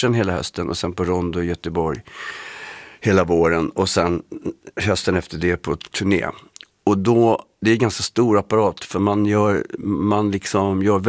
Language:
Swedish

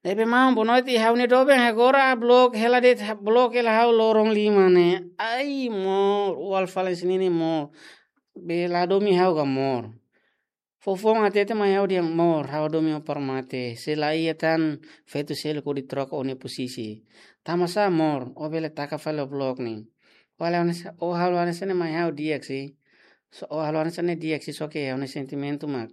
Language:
Tetum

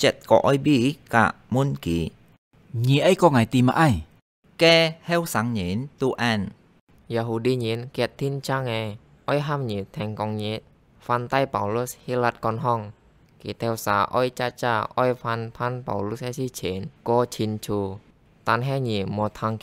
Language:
Hakka Chinese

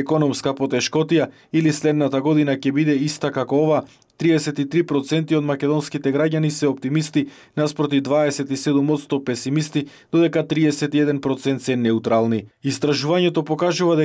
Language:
Macedonian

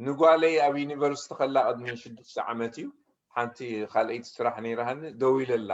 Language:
Tigrinya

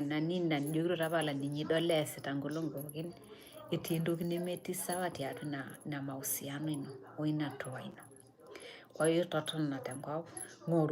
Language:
Masai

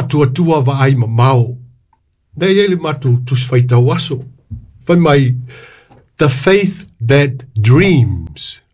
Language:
Samoan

